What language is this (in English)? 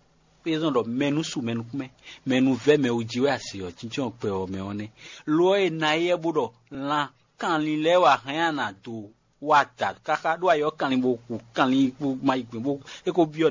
Fon